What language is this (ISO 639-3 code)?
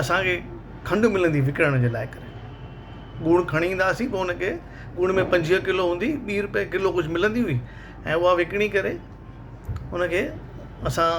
snd